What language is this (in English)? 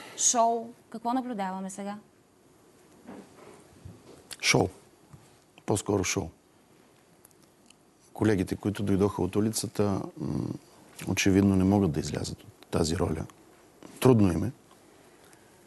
Bulgarian